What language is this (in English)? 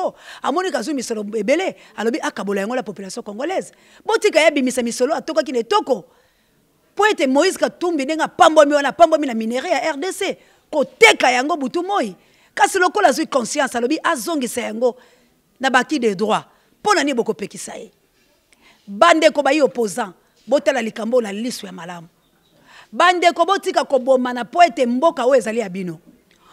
Lingala